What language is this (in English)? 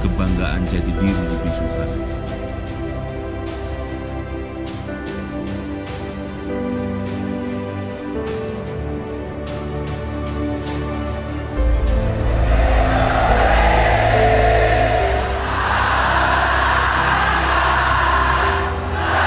Indonesian